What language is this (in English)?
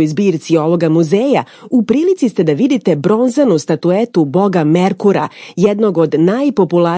Serbian